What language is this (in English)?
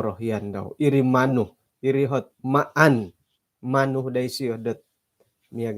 Central Dusun